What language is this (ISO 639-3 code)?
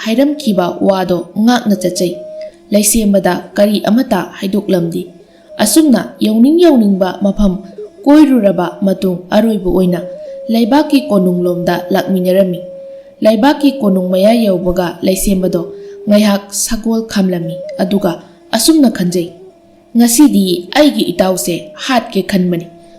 mni